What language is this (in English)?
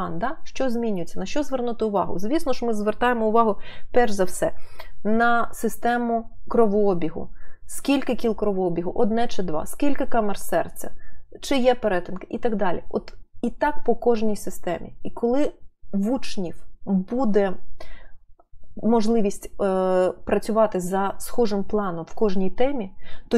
Ukrainian